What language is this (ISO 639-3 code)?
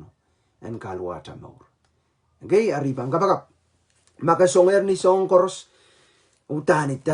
pon